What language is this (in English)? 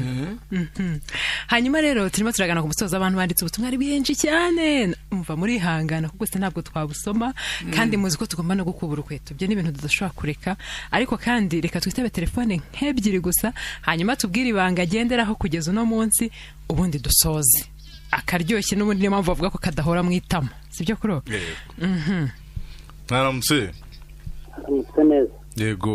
Kinyarwanda